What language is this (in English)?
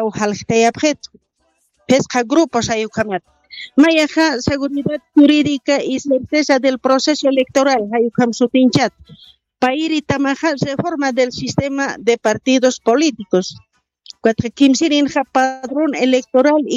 Aymara